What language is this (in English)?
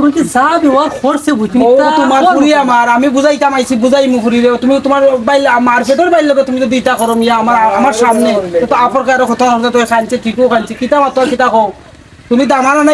Sylheti